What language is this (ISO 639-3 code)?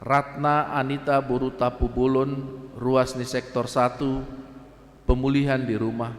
bbc